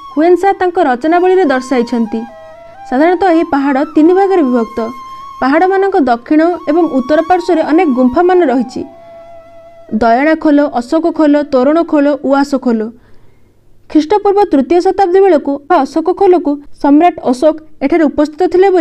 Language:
Odia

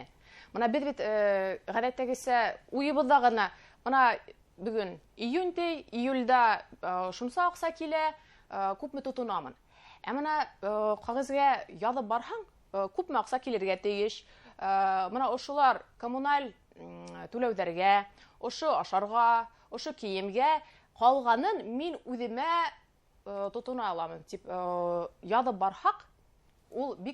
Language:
Bashkir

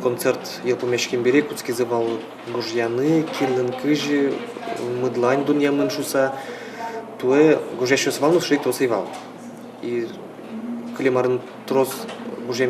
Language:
Udmurt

